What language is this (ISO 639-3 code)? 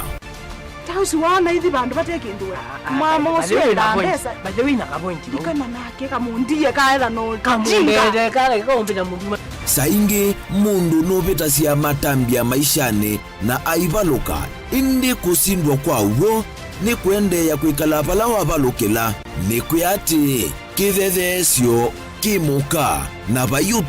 kam